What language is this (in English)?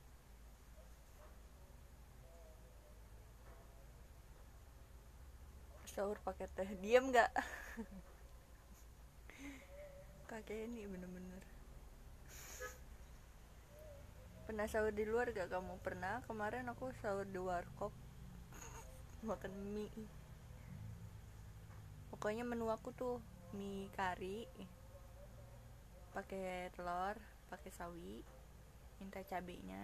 Indonesian